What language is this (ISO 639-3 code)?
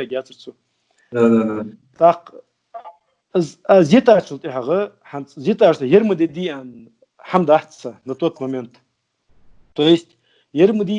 inh